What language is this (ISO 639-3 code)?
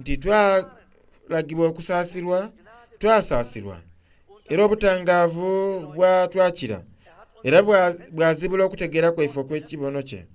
xog